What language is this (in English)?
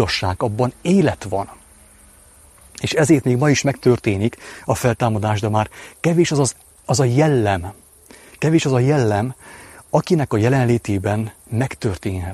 Hungarian